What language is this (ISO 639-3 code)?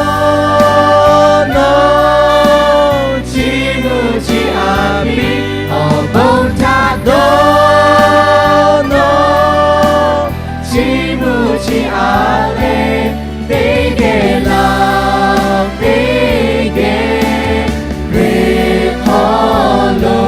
lhu